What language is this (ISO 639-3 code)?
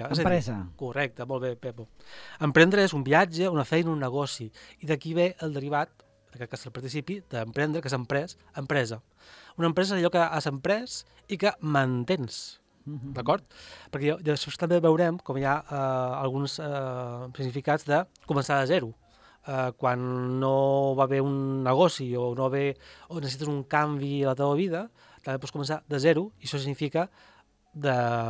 cat